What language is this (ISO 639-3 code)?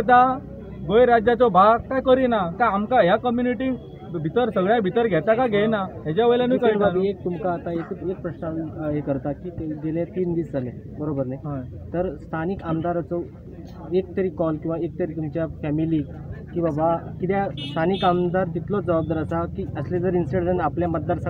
kok